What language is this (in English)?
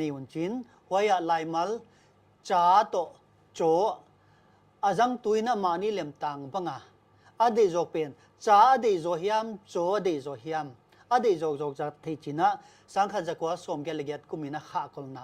Paite Chin